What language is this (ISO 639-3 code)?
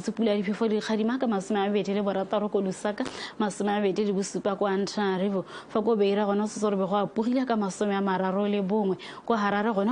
tsn